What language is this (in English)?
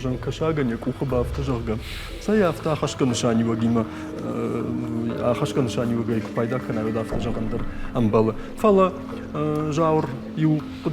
Ossetic